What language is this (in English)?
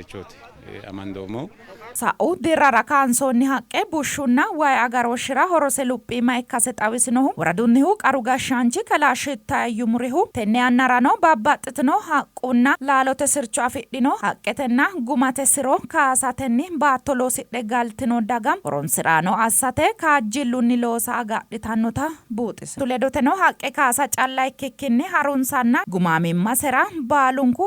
Sidamo